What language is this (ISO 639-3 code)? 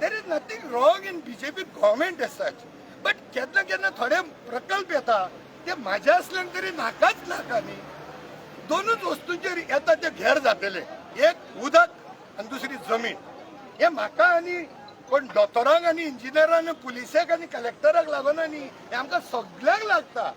kok